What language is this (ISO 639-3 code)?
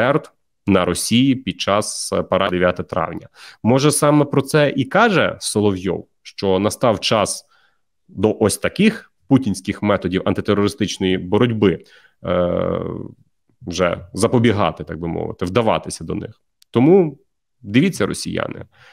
ukr